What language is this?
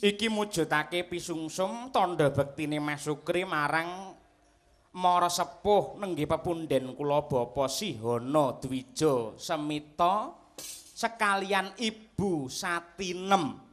Javanese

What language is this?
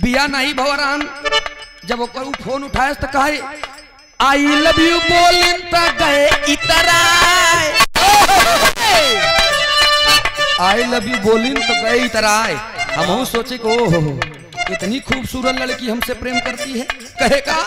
Bhojpuri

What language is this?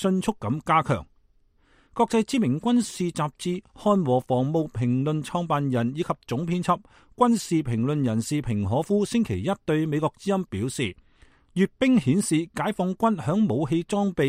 Cantonese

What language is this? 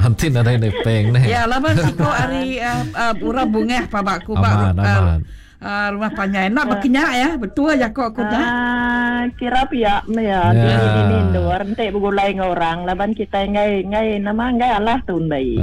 Iban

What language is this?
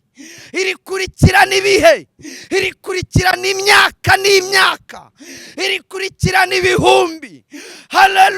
Kinyarwanda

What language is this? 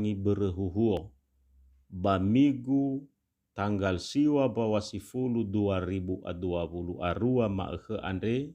Nias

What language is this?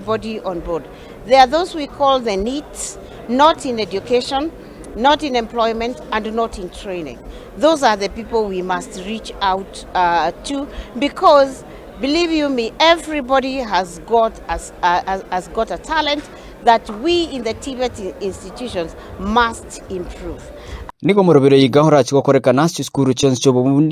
Gusii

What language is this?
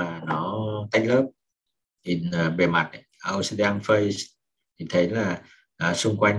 Vietnamese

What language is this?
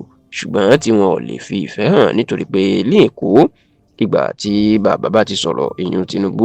Yoruba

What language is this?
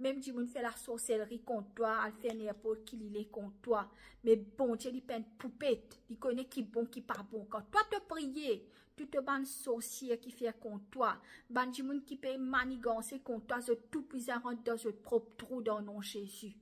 Morisyen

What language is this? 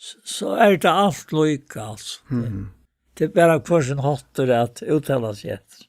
Faroese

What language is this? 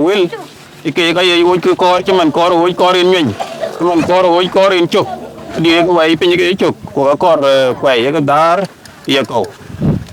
Dinka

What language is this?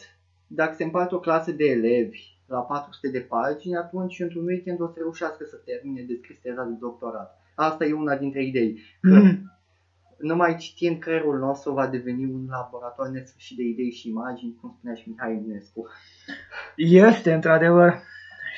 Romanian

